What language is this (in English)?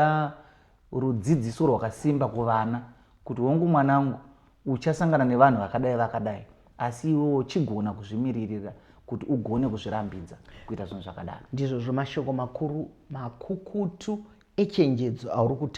Shona